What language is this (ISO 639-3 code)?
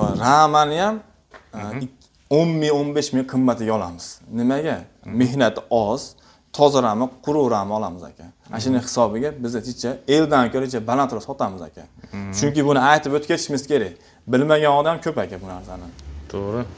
uzb